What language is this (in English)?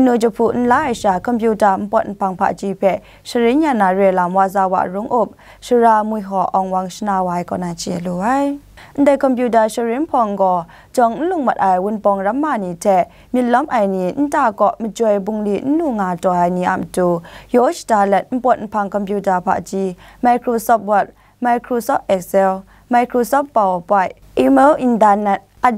Kachin